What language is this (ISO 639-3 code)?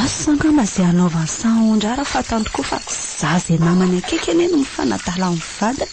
mlg